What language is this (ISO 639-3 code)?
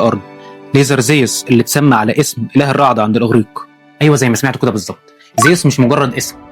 arz